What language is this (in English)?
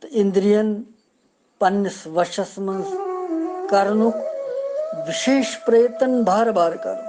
Kashmiri